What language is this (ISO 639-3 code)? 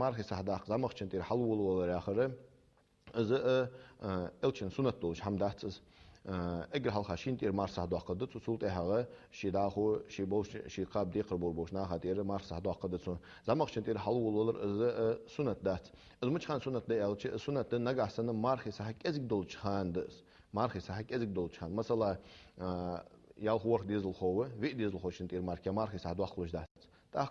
inh